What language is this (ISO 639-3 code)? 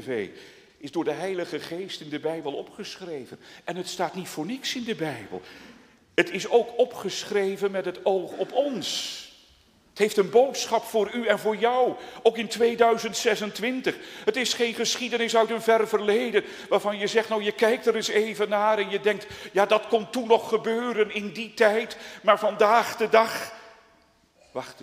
nld